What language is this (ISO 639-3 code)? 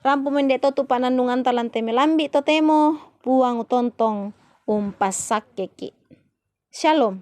sda